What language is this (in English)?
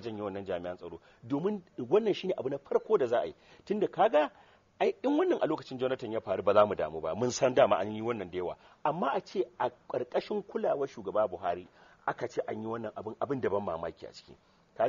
Hausa